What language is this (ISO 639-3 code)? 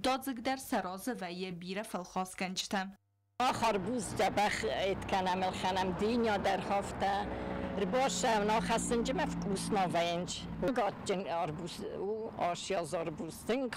oss